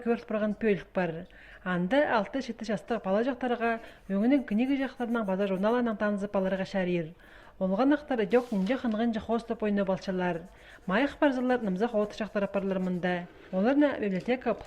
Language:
Khakas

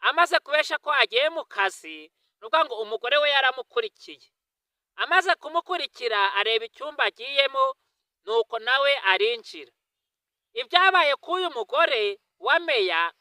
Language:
Kinyarwanda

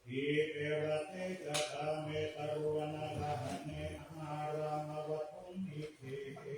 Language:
Pali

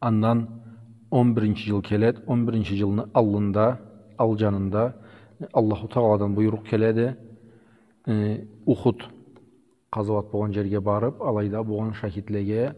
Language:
Karachay-Balkar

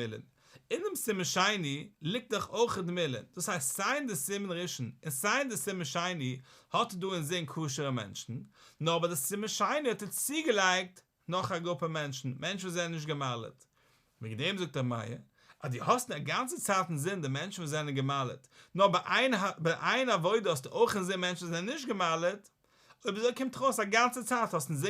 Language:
Yiddish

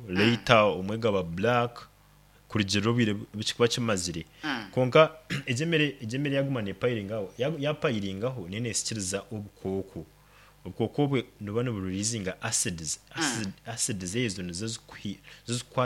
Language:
Nyankole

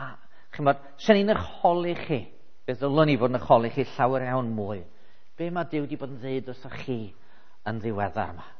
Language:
Welsh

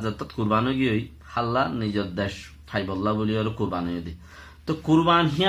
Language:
Rohingya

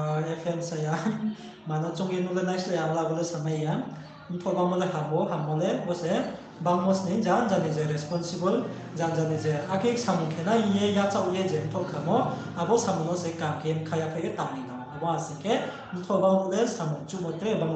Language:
Riang (India)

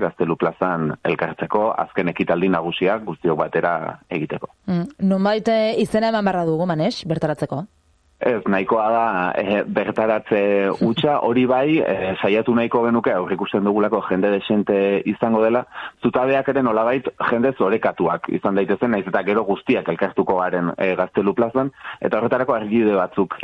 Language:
Basque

